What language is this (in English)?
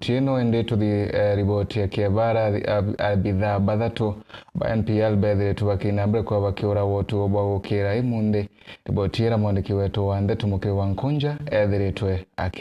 Meru